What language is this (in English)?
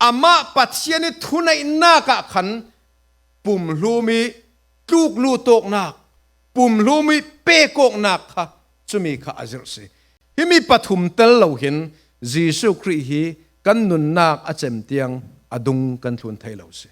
Falam Chin